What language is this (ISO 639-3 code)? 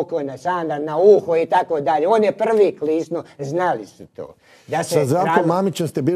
hrv